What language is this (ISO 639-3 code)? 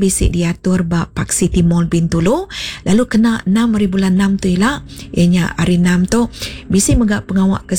iba